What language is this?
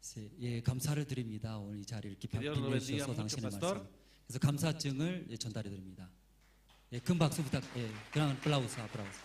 Aymara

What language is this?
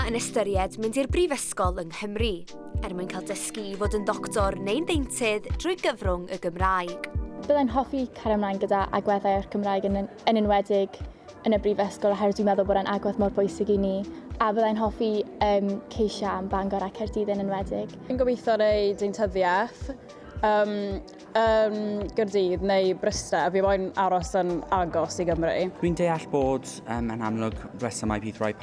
Welsh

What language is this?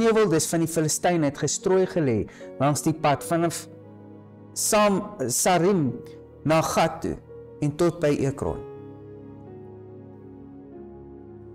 Afrikaans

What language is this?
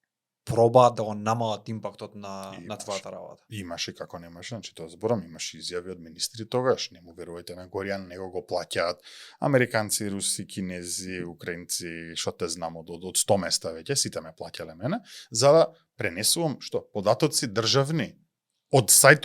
Macedonian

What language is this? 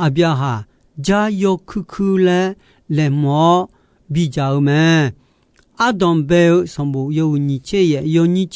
Akha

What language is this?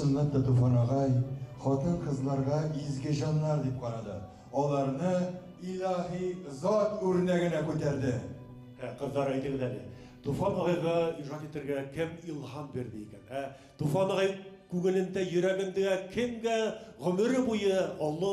Bashkir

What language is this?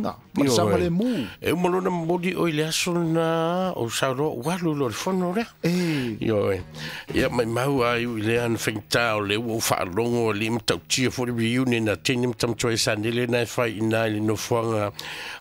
Samoan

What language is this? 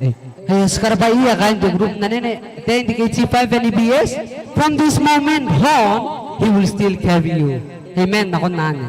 Gilbertese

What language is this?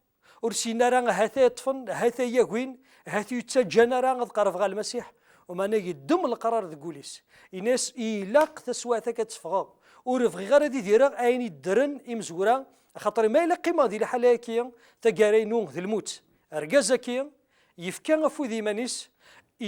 Kabyle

